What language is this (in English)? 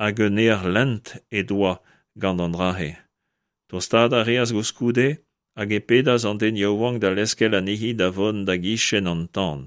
Breton